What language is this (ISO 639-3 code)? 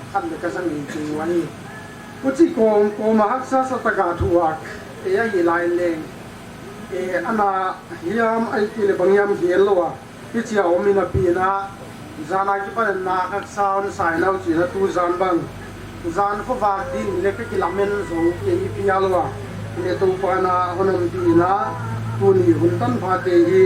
ctd